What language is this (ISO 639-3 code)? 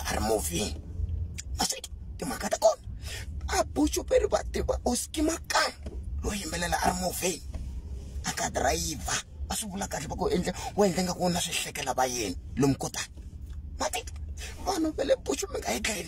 tso